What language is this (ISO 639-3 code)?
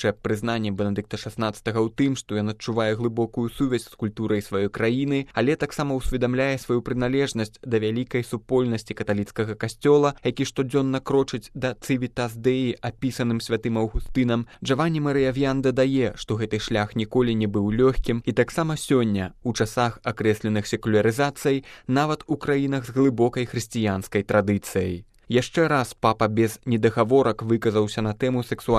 bel